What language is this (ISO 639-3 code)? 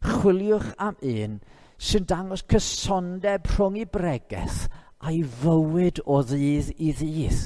cym